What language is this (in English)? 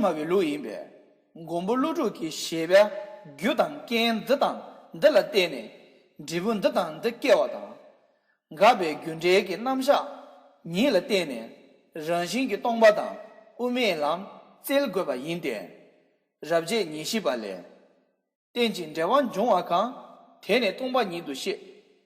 Tibetan